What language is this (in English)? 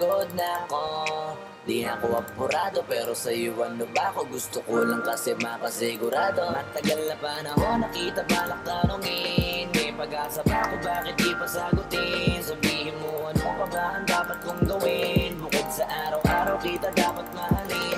Filipino